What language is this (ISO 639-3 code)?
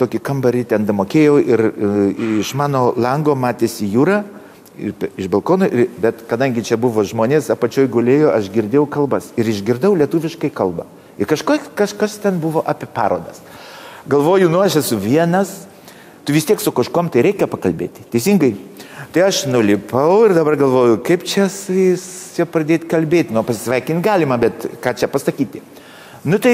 lit